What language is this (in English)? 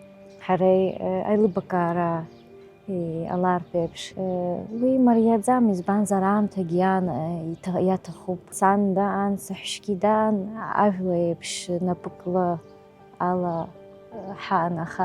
Abkhazian